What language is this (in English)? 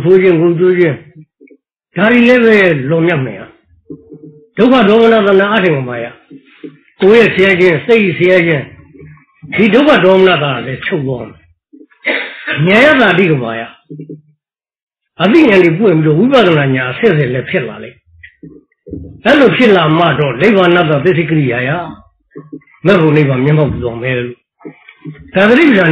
Burmese